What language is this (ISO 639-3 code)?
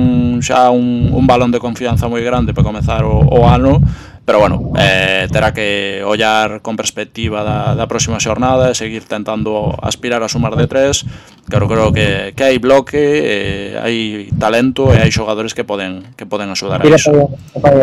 glg